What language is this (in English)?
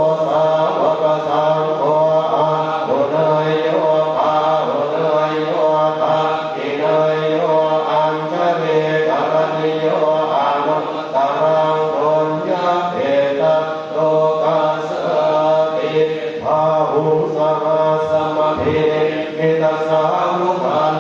Pali